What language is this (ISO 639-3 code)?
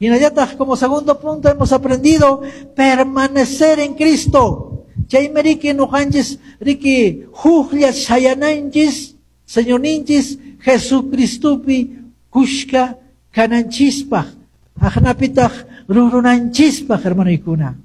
que